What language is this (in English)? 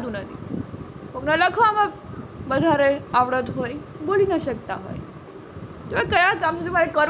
Gujarati